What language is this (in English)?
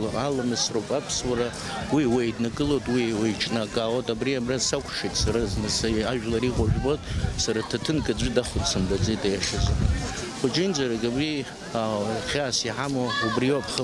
Abkhazian